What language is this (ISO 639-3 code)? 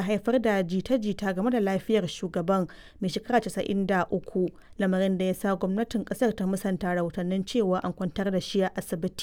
hau